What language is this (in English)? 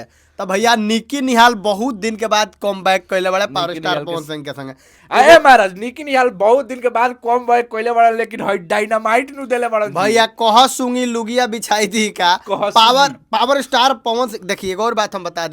Bhojpuri